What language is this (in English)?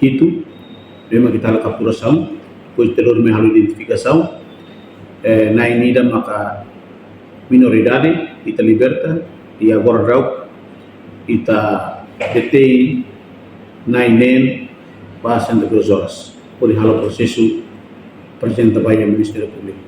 Tetum